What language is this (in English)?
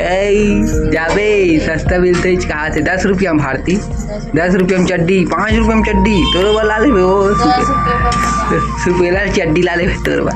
Chhattisgarhi